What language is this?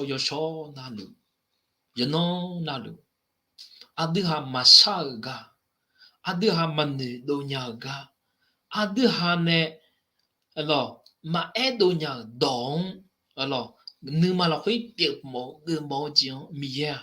Akha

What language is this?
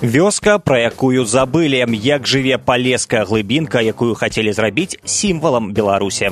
Belarusian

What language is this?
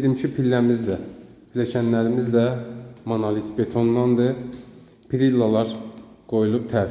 Azerbaijani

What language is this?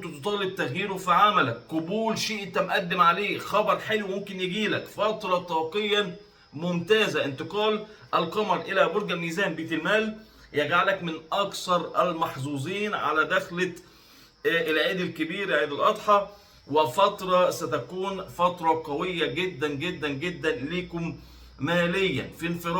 Egyptian Arabic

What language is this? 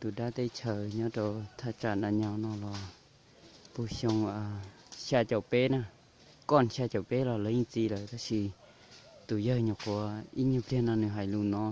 Hmong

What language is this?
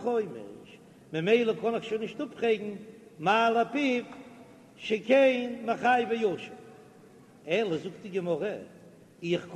Yiddish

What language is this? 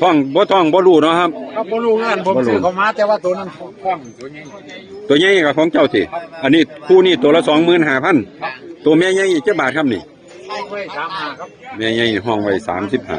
Northeastern Thai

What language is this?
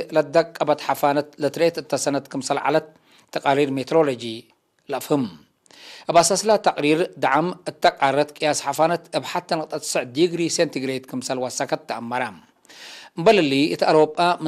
Tigre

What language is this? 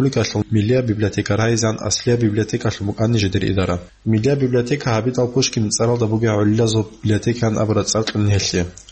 Avaric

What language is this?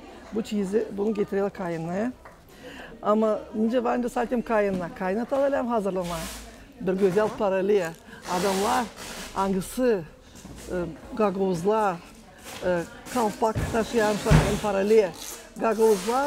Gagauz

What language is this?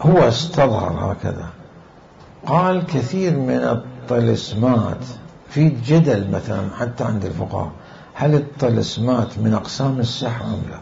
Mesopotamian Arabic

